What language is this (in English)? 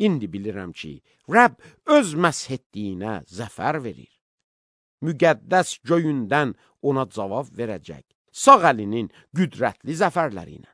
Azerbaijani